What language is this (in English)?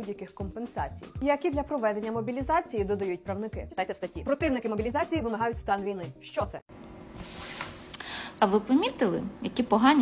Ukrainian